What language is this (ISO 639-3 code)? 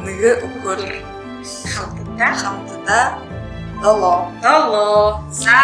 bua